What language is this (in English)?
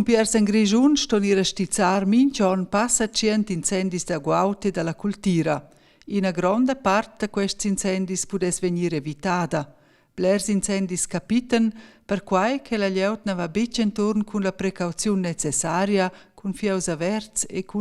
Romansh